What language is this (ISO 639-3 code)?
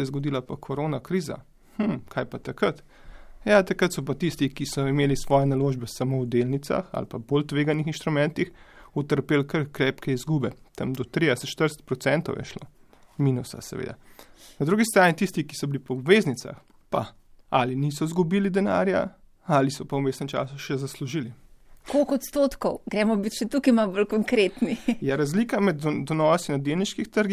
slv